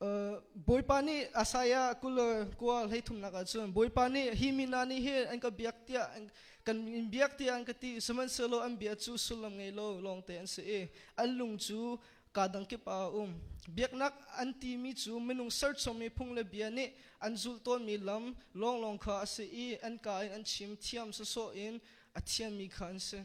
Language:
Hakha Chin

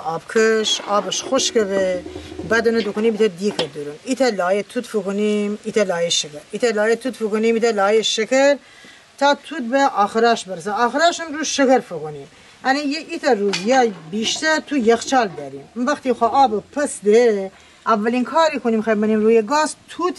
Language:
Gilaki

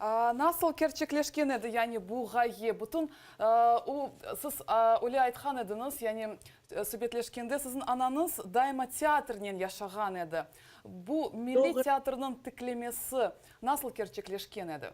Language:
Crimean Tatar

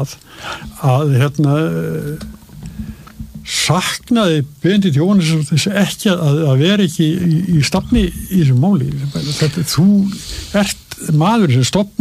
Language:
Icelandic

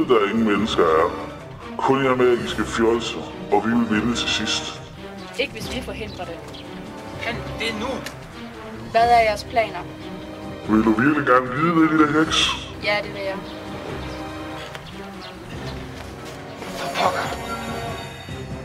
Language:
Danish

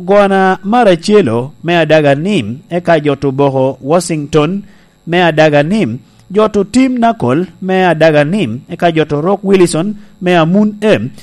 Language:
Lango (Uganda)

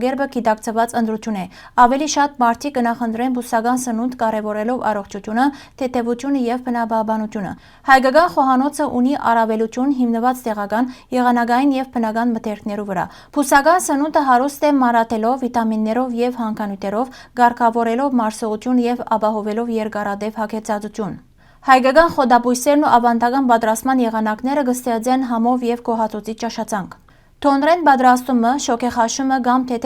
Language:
Western Armenian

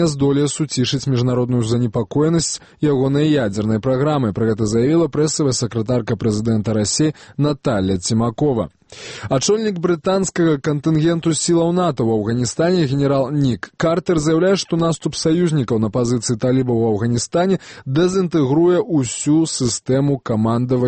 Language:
Belarusian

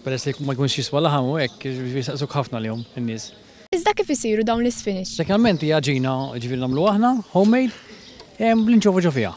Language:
Maltese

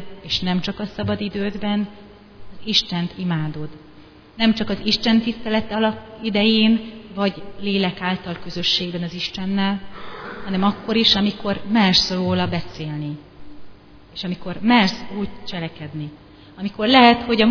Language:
Hungarian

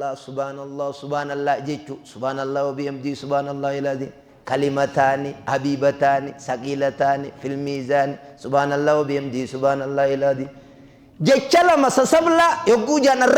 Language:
Oromo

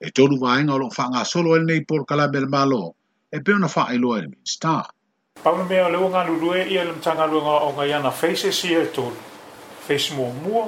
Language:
Samoan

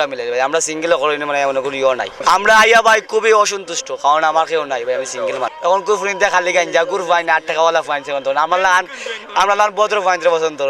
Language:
Sylheti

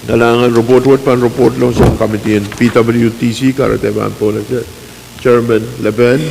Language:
Pohnpeian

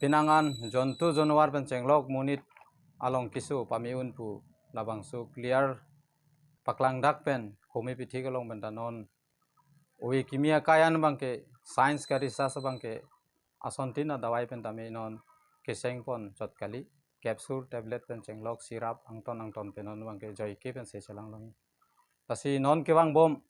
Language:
Karbi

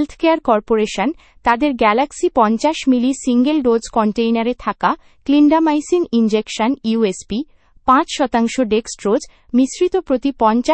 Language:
Bangla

